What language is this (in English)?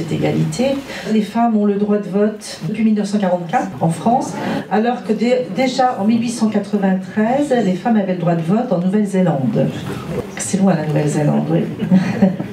French